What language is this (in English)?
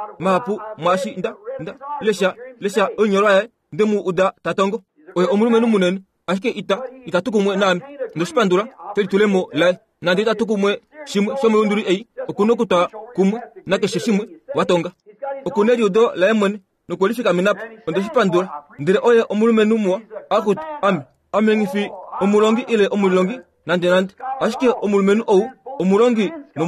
Kuanyama